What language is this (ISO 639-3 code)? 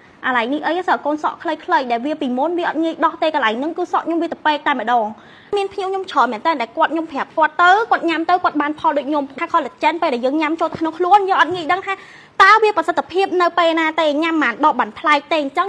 khm